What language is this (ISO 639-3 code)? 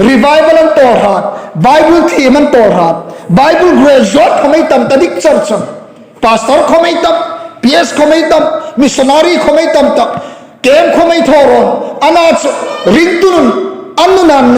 hmr